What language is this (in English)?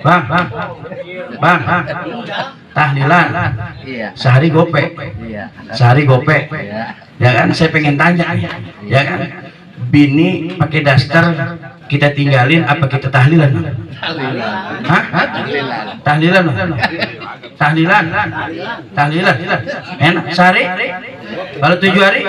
Betawi